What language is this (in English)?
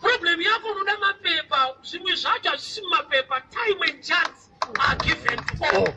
Shona